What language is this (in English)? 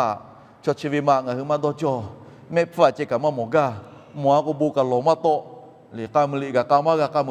Lahu